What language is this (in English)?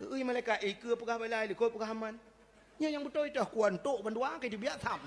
Achinese